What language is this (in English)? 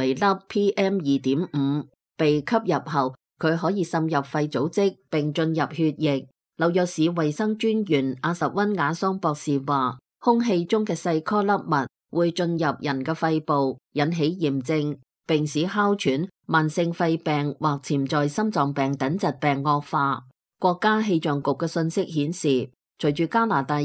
Cantonese